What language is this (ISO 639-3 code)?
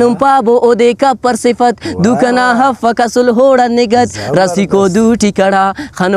brh